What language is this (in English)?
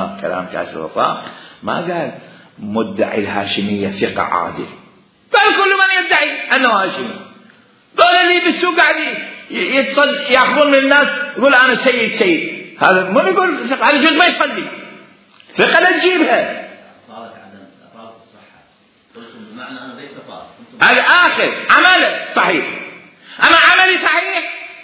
Mesopotamian Arabic